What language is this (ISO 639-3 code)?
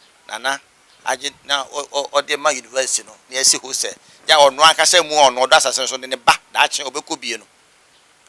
aka